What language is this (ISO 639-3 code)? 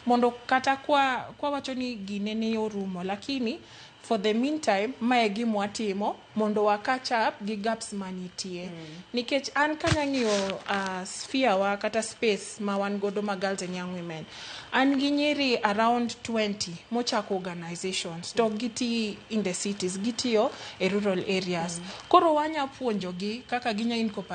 luo